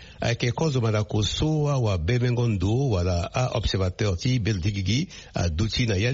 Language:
Sango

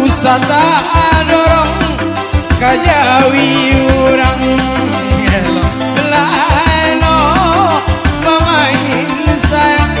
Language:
Minangkabau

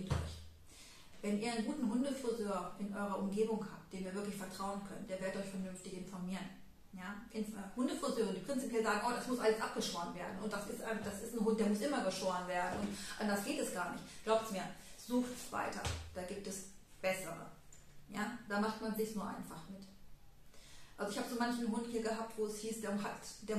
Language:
German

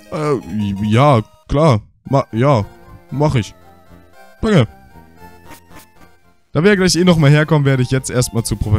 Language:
German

